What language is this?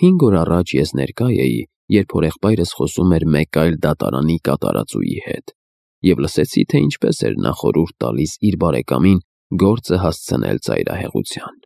Armenian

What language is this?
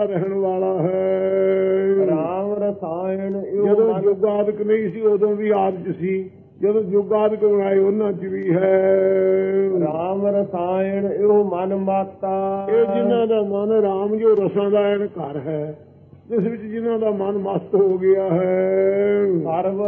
Punjabi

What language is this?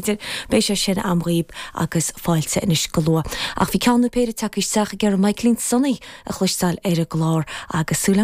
Irish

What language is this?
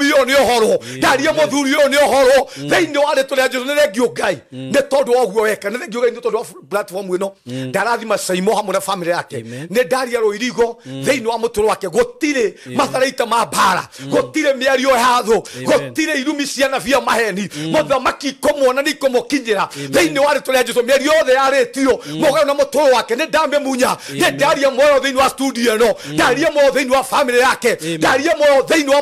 Kikuyu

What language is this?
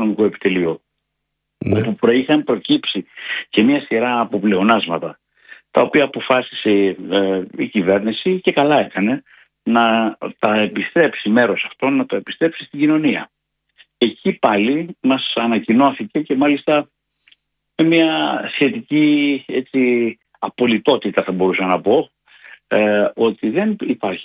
Greek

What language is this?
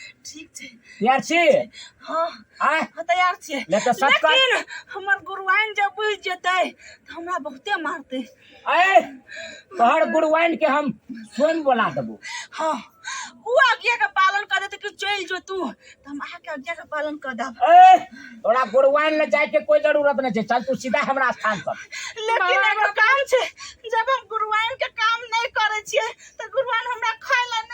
Maithili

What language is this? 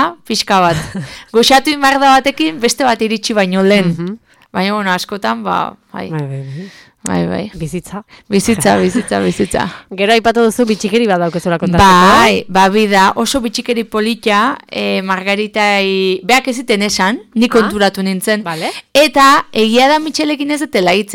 Basque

